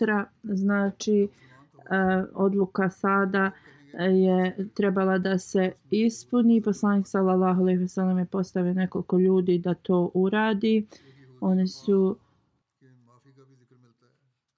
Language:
Bosnian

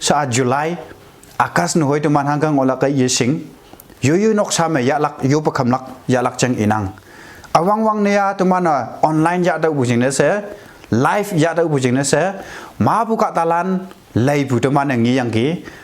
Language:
Konyak Naga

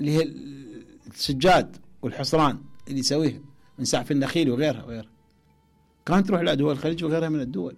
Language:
Mesopotamian Arabic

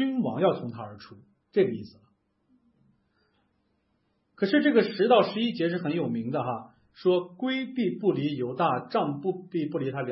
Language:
Chinese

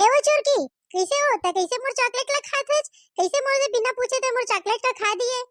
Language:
Chhattisgarhi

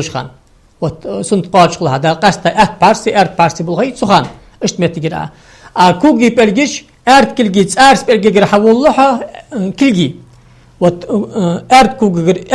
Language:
Ingush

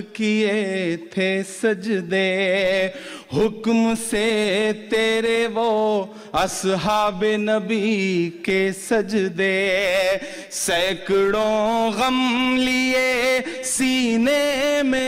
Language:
Urdu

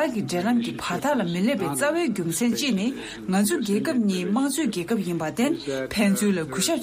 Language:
Tibetan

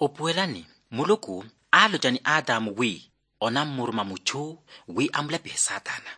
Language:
Makhuwa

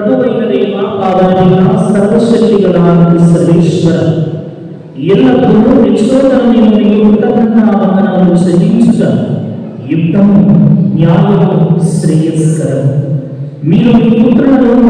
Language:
Telugu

